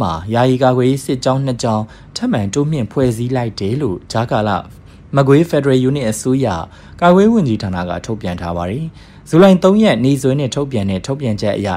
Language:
Burmese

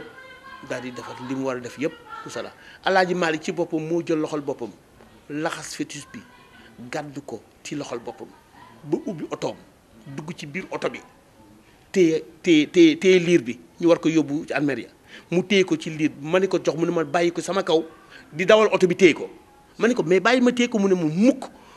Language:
Wolof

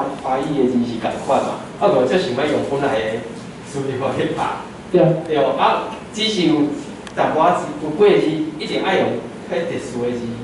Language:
Min Nan Chinese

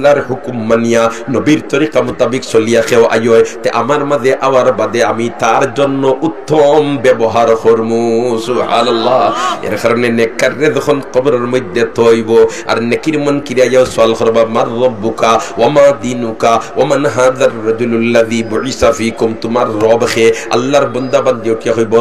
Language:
Sylheti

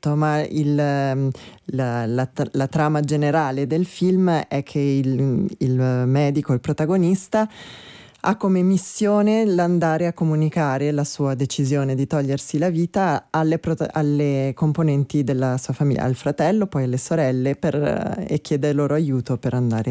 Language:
Italian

